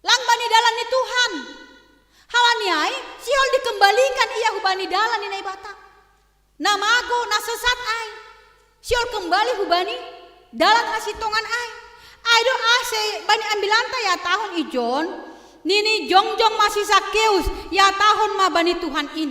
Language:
Batak Simalungun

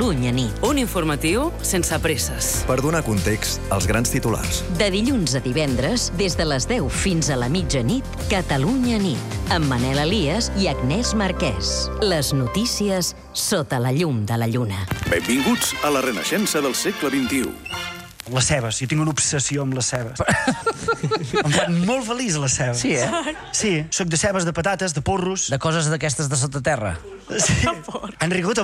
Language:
Catalan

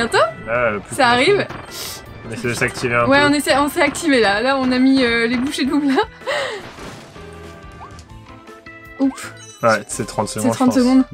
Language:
French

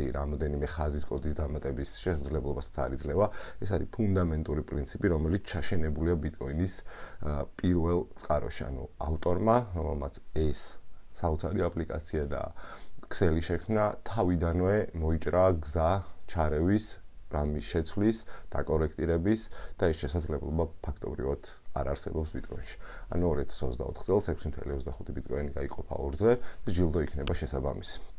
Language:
Georgian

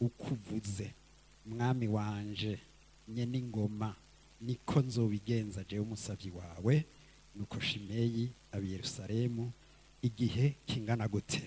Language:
Rundi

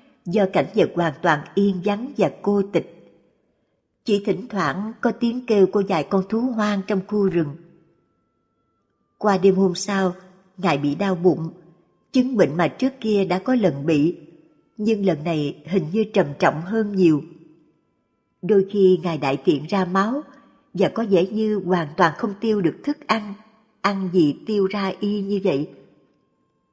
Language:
Vietnamese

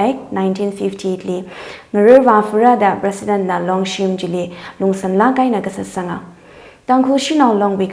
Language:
Tangkhul Naga (India)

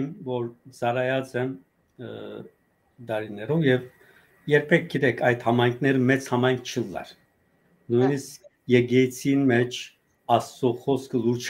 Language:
Western Armenian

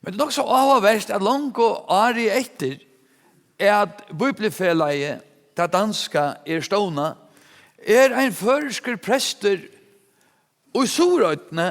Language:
Faroese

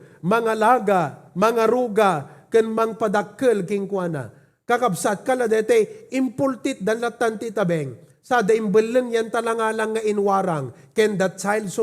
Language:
Iloko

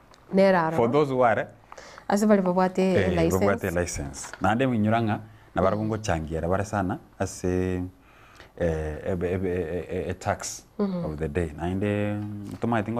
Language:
Gusii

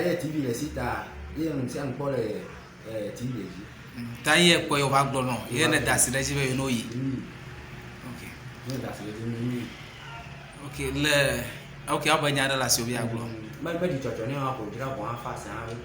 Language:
Ewe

